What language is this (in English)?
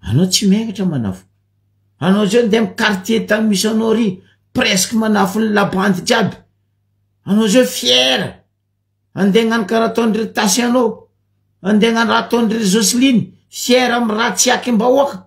Malagasy